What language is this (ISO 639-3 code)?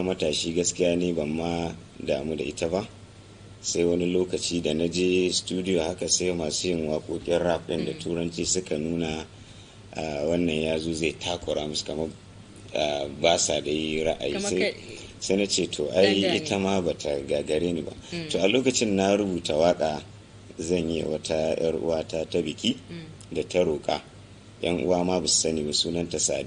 hau